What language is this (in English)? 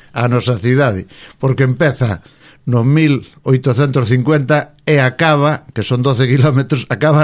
Galician